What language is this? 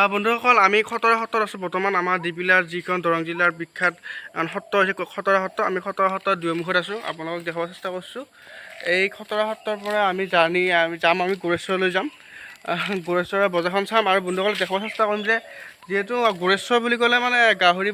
Assamese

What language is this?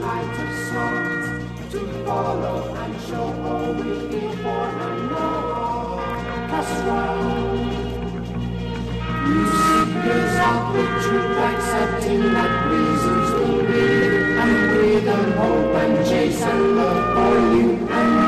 Romanian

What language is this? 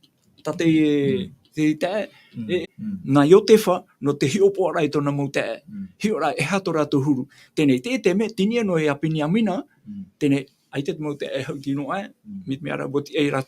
Tahitian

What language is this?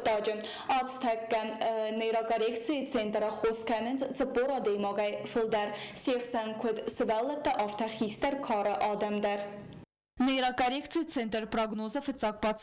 Ossetic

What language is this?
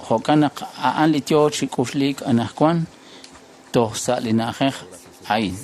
Kekchí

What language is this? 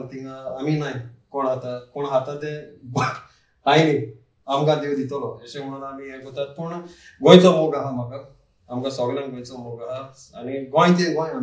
Konkani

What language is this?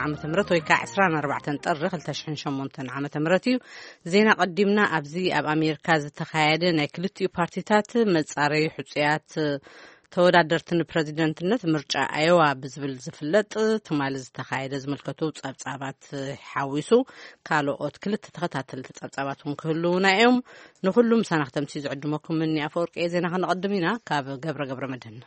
Tigrinya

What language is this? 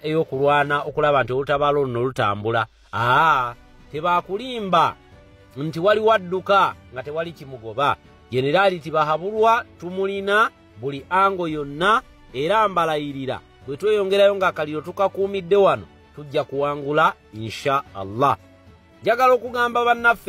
Ganda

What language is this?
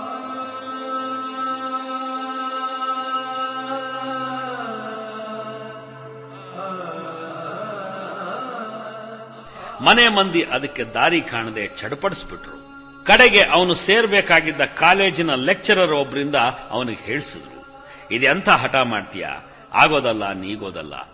Kannada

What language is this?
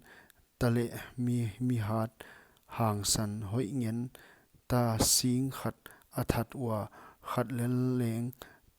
Paite Chin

